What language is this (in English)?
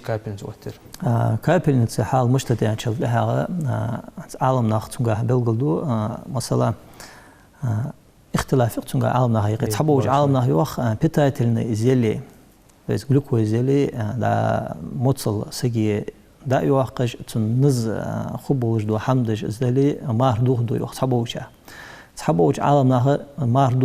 Ingush